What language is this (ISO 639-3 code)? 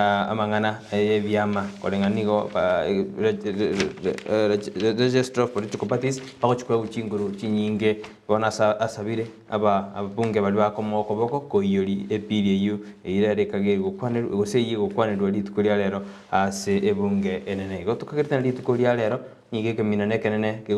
guz